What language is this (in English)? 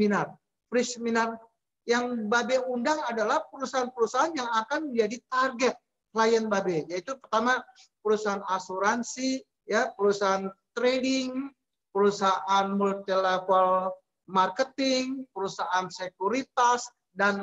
Indonesian